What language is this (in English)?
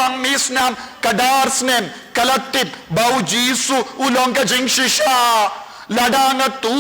Khasi